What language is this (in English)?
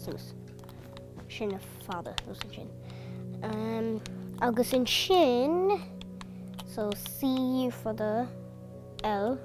Irish